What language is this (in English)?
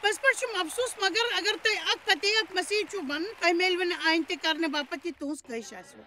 Kashmiri